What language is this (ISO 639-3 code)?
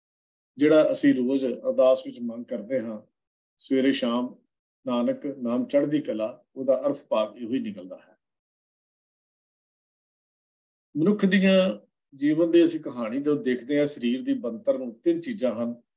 pan